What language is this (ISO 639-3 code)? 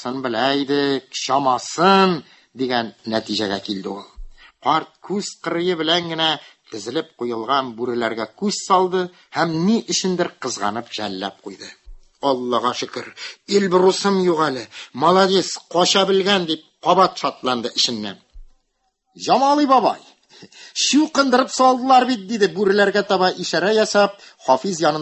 tat